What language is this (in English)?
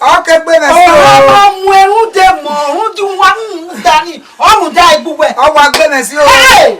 Bini